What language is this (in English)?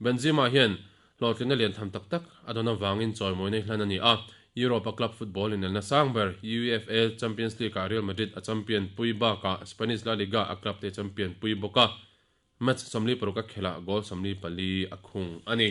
Mizo